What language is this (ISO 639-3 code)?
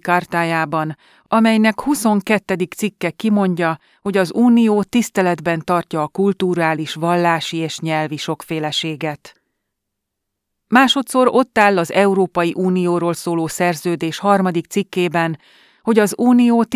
hun